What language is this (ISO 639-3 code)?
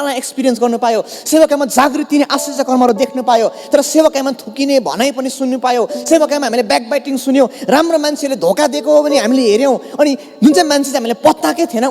nep